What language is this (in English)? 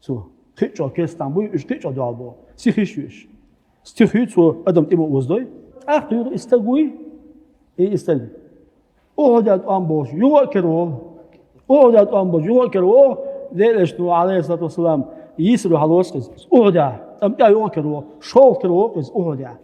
Chechen